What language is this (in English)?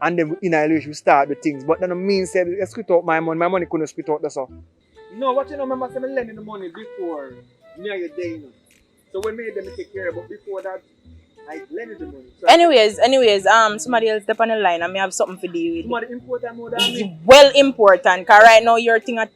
Jamaican Creole English